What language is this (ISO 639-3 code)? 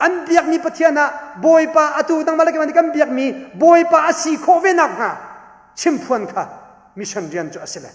cnh